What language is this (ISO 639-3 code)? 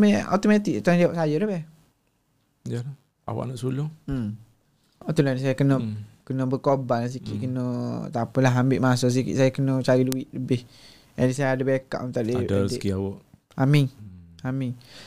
msa